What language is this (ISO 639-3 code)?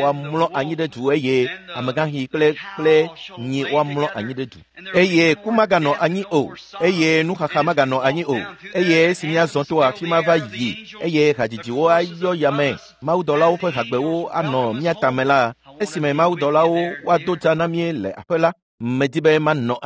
ewe